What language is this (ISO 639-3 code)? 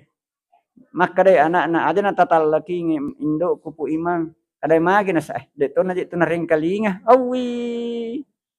bug